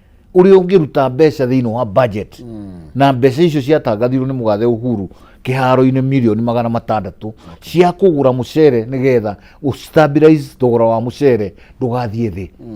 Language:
Kikuyu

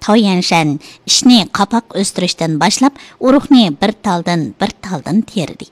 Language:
Uyghur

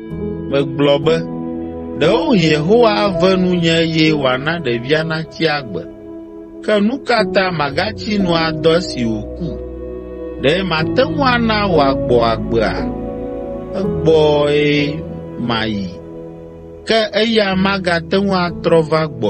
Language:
Ewe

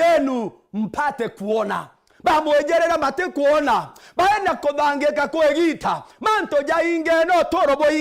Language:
Meru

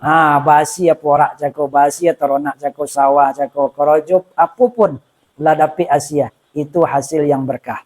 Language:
Minangkabau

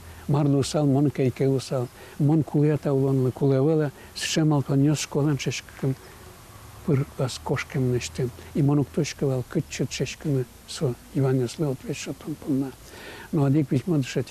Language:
Udmurt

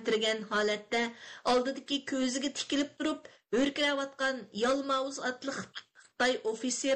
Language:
Uyghur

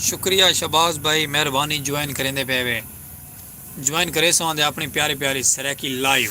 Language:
Saraiki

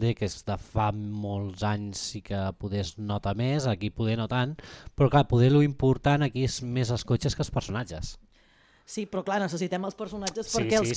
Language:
Catalan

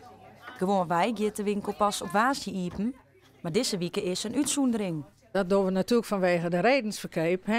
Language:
Western Frisian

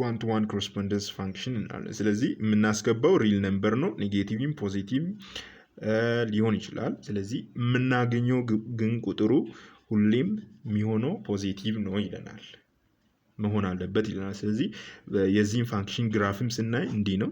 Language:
Amharic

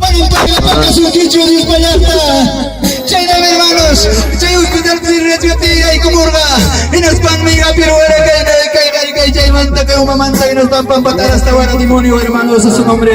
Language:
Ayacucho Quechua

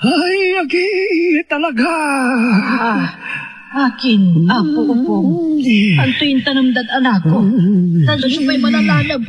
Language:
Pangasinan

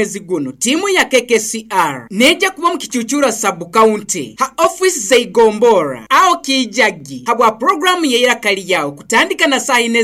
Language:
Nyoro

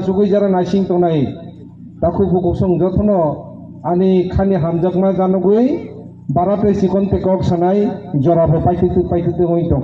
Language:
Kok Borok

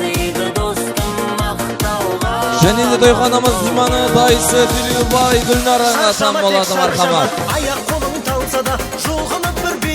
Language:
Kara-Kalpak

